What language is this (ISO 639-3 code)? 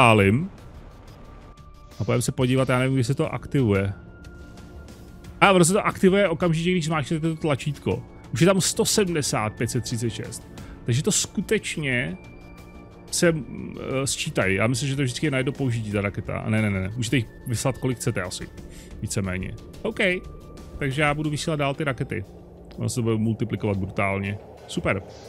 ces